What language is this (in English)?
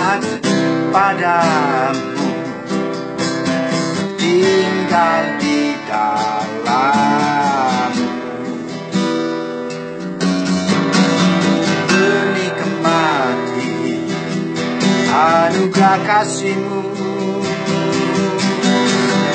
Indonesian